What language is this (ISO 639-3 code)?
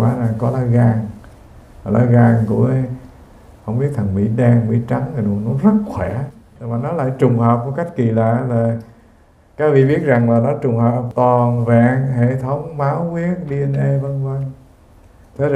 vie